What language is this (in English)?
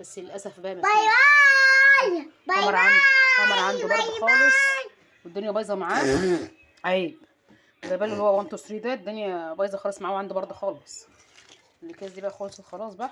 Egyptian Arabic